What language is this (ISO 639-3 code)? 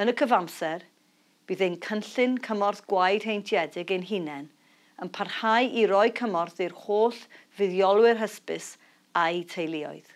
cym